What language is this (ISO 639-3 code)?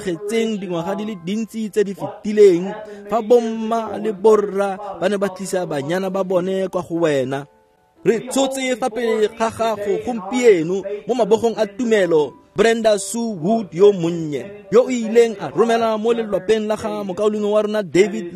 tsn